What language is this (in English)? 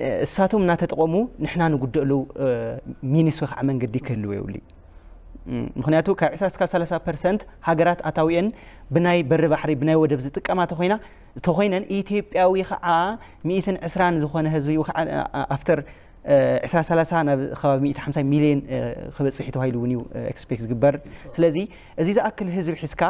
Tigrinya